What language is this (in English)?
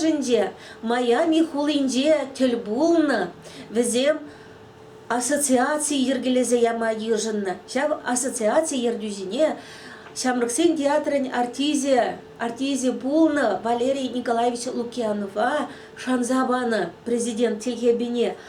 Chuvash